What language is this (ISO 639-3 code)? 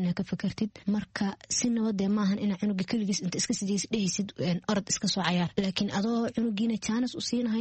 som